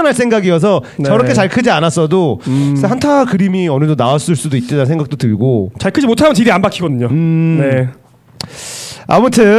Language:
Korean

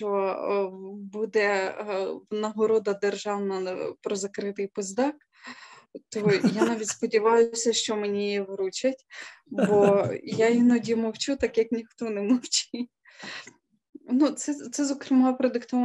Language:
Ukrainian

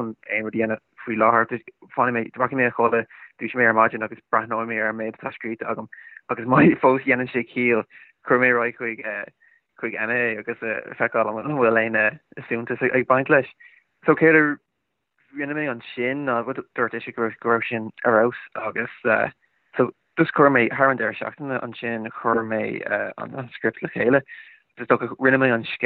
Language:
Irish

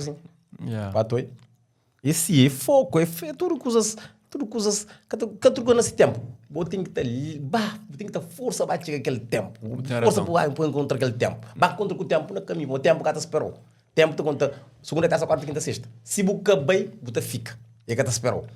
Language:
Kabuverdianu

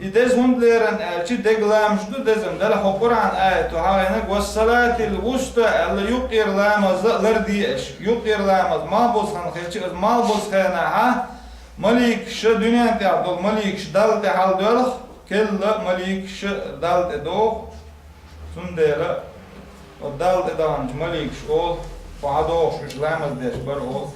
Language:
Chechen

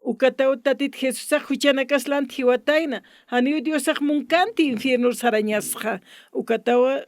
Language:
Aymara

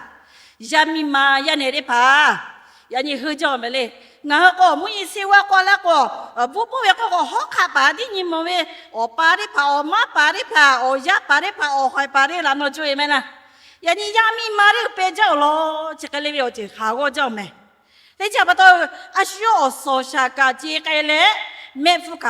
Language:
Lahu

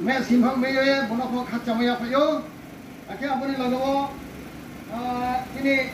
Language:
Riang (India)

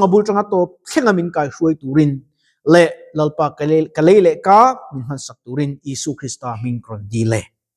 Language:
Mizo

